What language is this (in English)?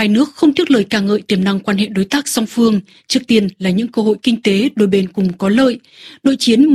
Vietnamese